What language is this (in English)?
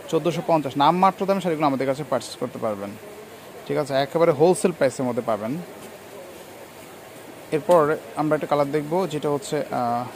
Bangla